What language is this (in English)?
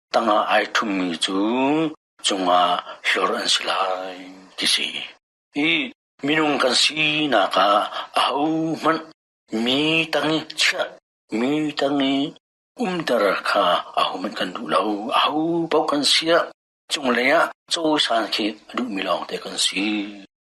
Hakha Chin